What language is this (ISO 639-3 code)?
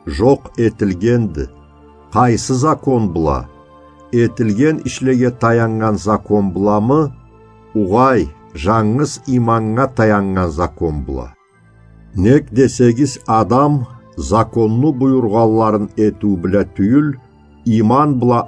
krc